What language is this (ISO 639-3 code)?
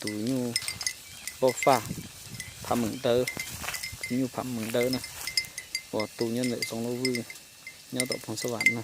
hmn